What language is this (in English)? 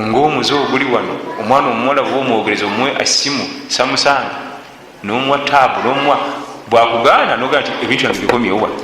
Ganda